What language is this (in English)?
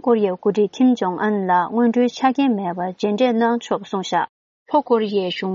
Tibetan